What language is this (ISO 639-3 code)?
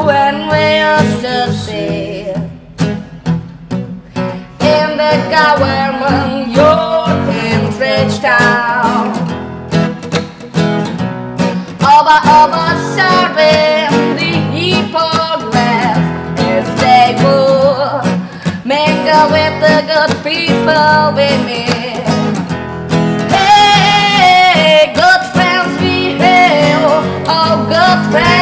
tur